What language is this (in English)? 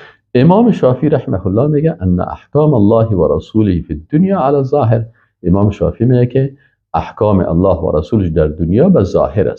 Persian